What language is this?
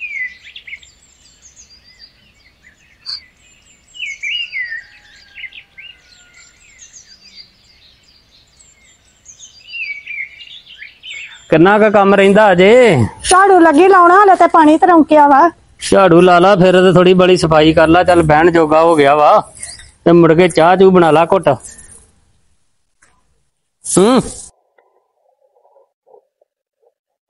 Punjabi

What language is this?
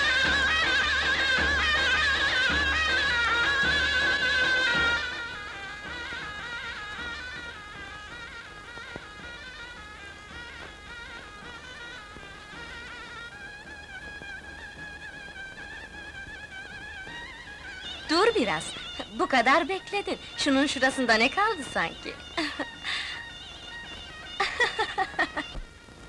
Turkish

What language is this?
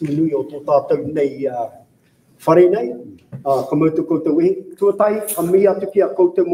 Māori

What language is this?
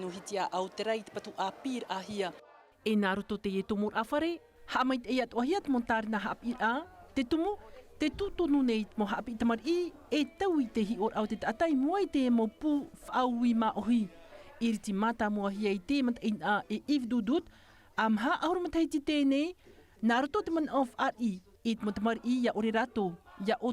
Tahitian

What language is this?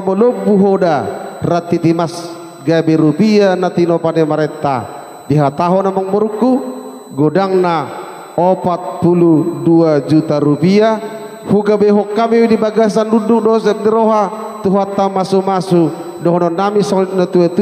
Batak Toba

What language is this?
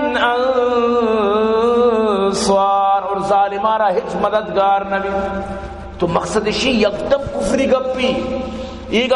Baluchi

